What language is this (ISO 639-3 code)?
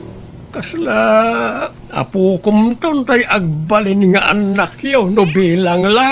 ilo